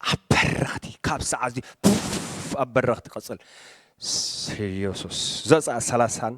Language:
Tigrinya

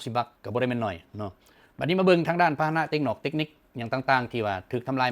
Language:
Lao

